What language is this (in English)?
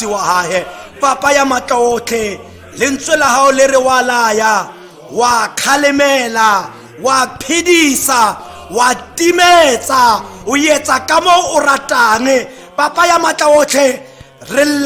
Tswana